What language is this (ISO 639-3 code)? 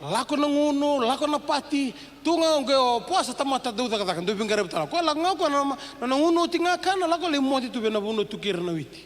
fij